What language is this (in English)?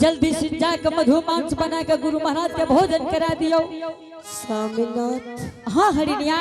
Angika